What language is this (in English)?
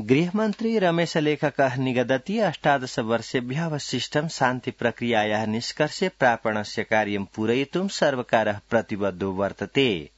Sanskrit